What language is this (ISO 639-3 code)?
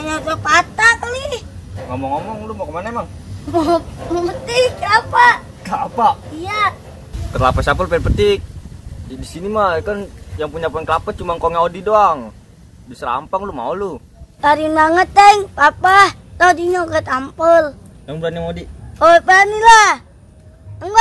bew